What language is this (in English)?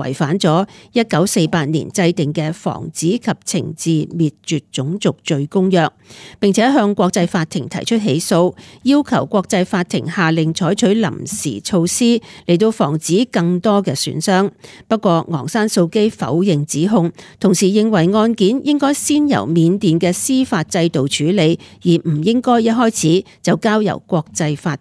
Cantonese